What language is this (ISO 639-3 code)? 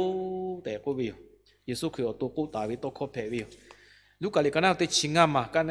lhu